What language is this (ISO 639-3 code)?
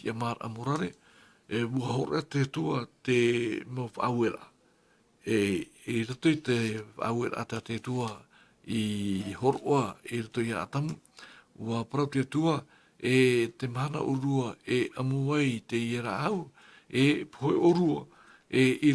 tah